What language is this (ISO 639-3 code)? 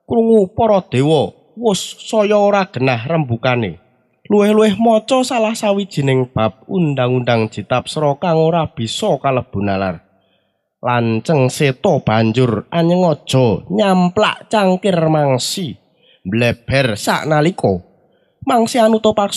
jav